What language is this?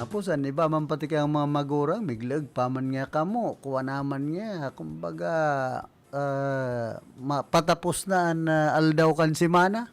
Bikol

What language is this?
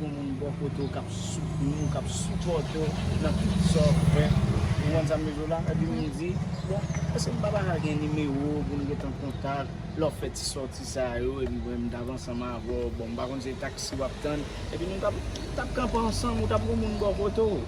Haitian Creole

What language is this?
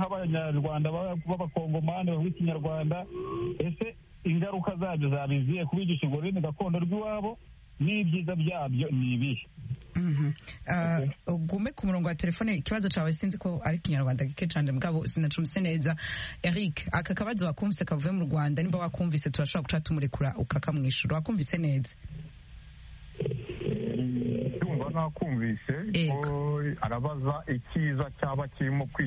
Kinyarwanda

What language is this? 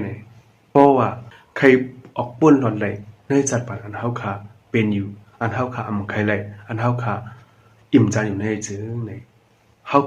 Shan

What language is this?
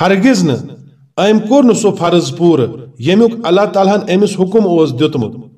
Kashmiri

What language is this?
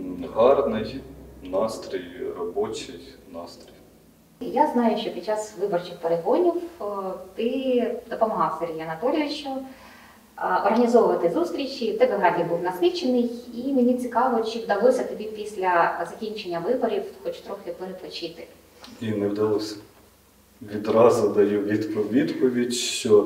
Ukrainian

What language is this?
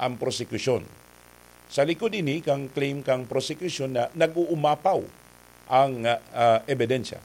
Bikol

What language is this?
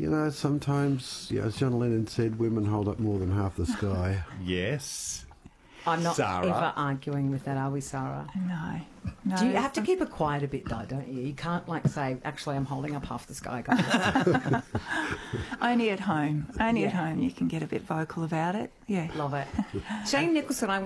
English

